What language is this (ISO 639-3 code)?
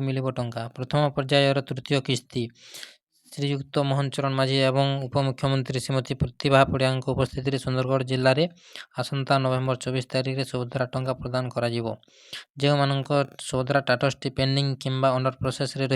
ori